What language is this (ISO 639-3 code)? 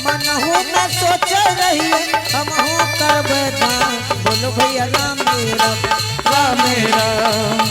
anp